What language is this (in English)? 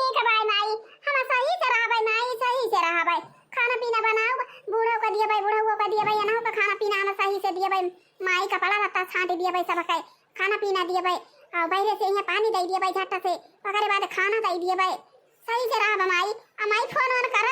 Awadhi